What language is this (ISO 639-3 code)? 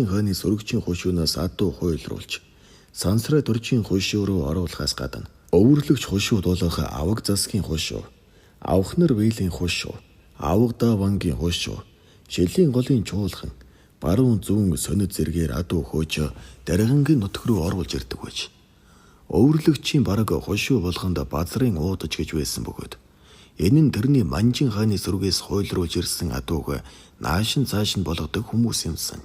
mon